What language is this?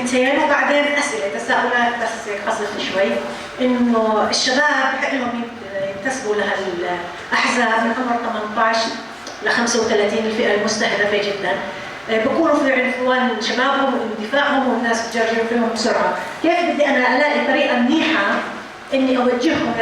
North Levantine Arabic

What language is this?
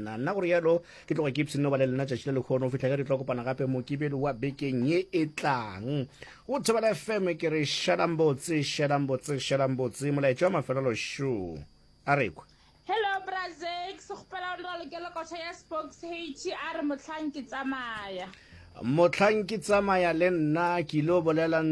Northern Sotho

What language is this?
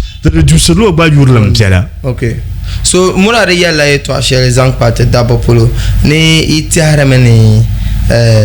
Dagbani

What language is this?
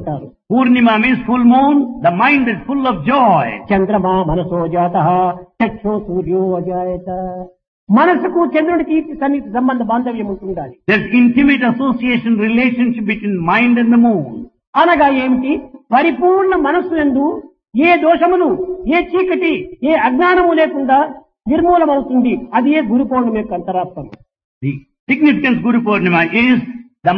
Telugu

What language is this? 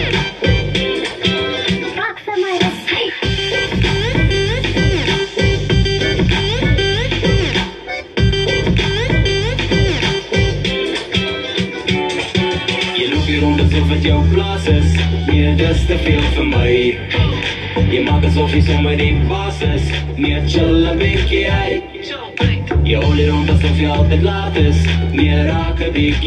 Afrikaans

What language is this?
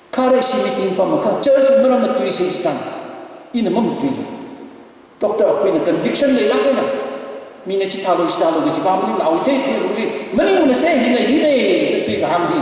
Tangkhul Naga (India)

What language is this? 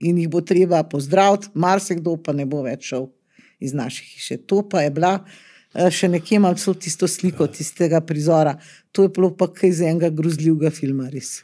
Slovenian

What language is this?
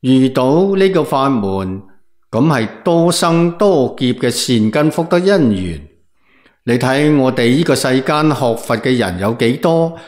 Cantonese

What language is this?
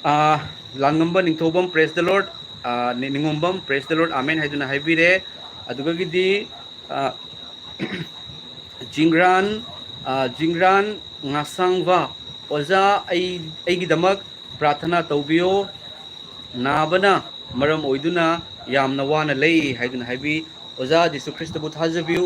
Manipuri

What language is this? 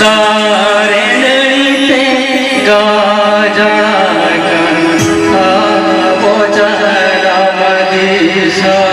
Santali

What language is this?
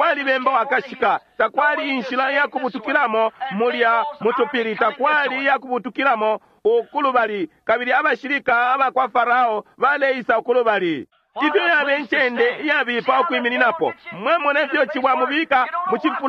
Bemba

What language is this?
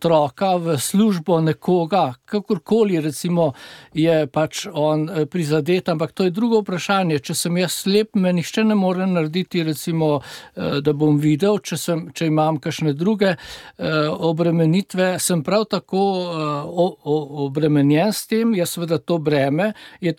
Slovenian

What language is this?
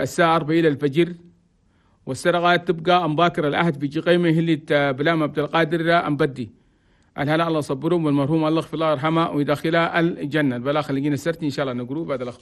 Chadian Arabic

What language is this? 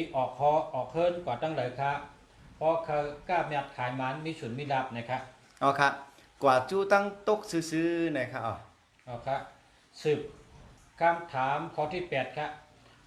Shan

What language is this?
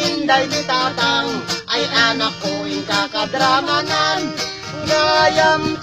Iloko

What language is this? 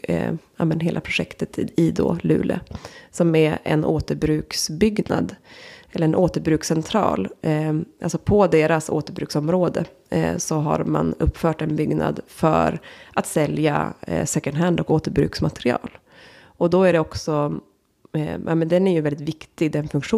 Swedish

